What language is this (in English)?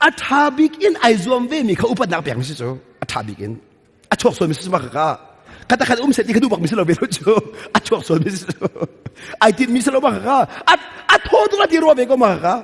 Hakha Chin